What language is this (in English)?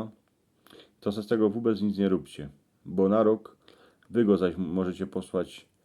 Silesian